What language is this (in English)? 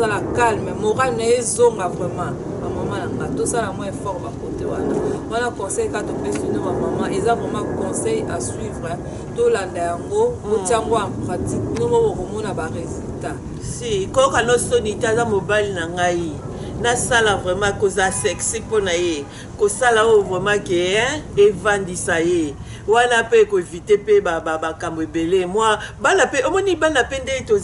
Lingala